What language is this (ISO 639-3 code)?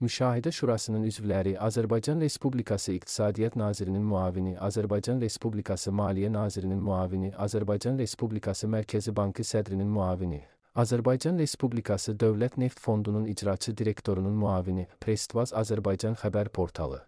aze